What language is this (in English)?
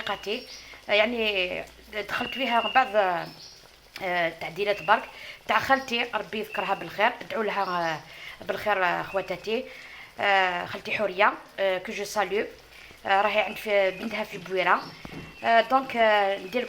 Algerian Arabic